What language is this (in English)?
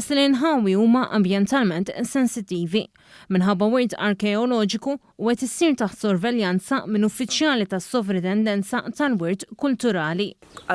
Maltese